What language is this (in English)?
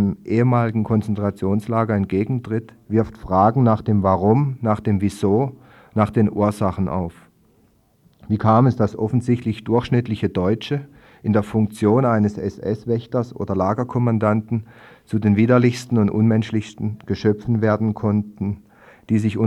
German